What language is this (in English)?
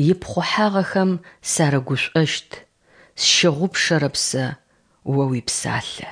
Adyghe